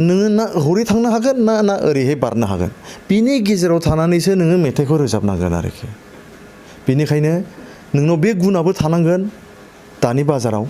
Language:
Bodo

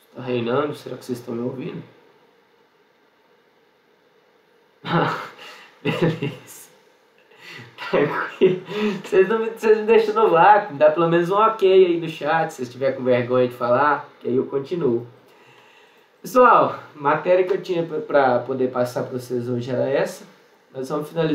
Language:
Portuguese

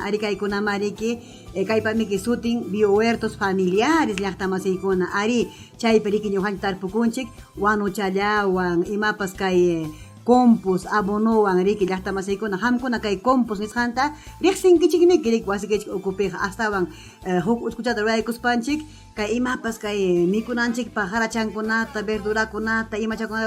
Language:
Ayacucho Quechua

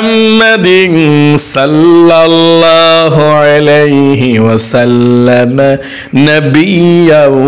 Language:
Bangla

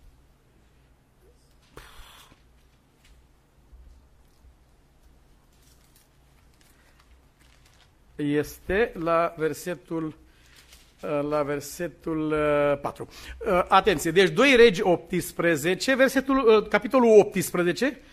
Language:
Romanian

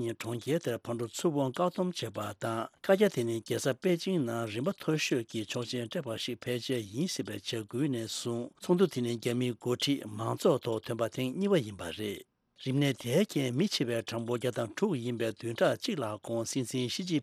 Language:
Tibetan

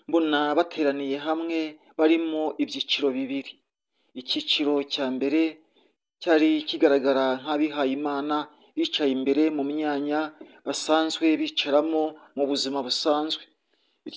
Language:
Kinyarwanda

